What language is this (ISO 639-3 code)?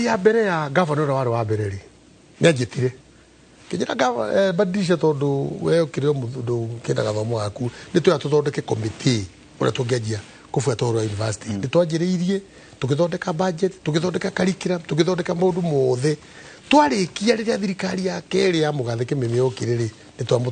kik